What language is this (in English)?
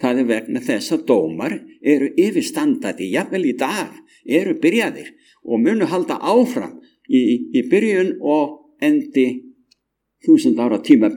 Icelandic